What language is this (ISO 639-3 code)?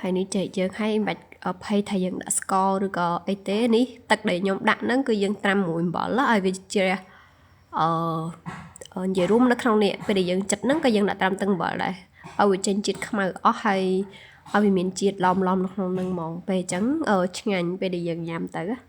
khm